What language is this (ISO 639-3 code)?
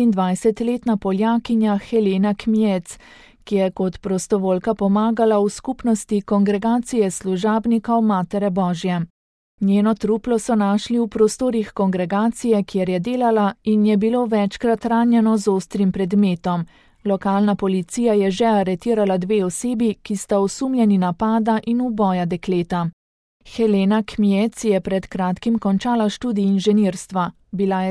slv